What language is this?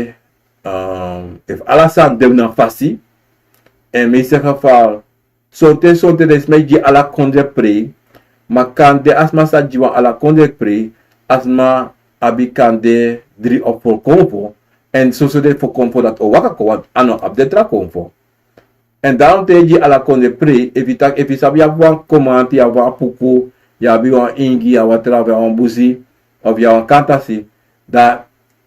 Sranan Tongo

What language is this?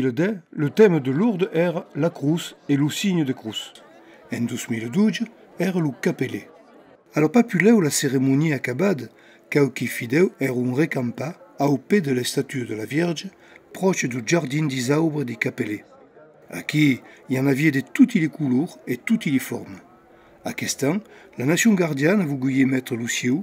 Occitan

